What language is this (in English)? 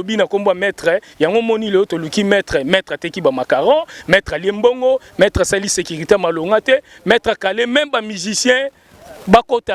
Lingala